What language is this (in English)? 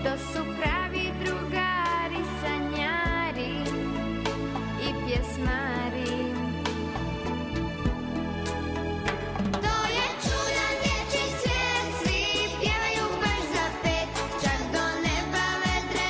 Croatian